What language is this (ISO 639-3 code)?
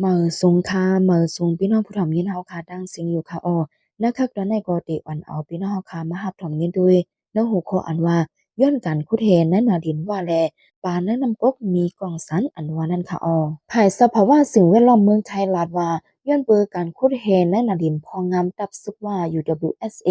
lao